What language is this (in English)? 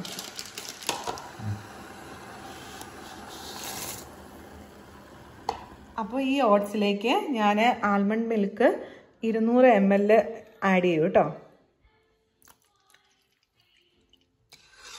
Malayalam